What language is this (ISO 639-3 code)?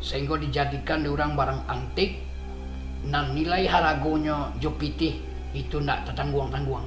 min